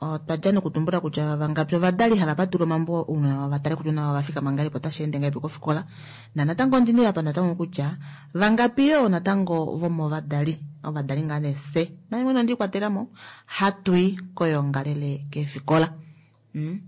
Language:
Kuanyama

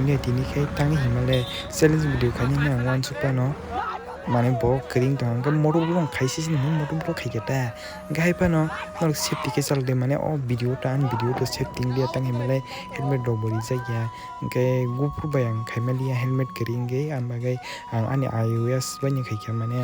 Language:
Kok Borok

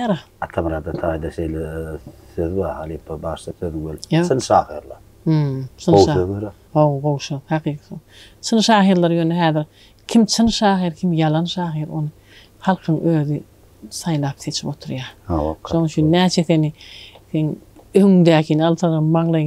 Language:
Turkmen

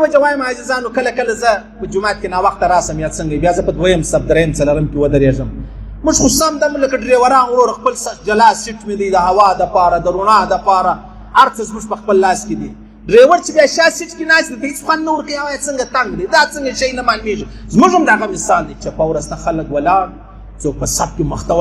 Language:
Pashto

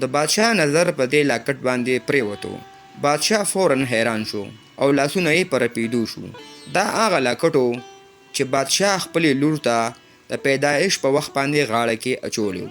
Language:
Pashto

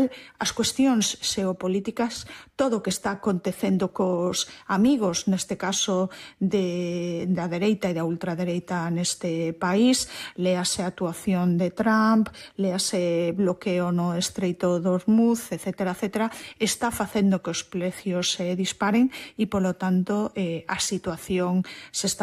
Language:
Galician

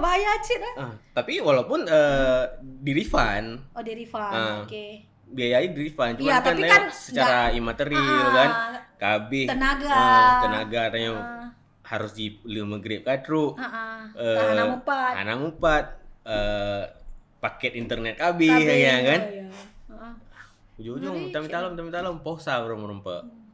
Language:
Achinese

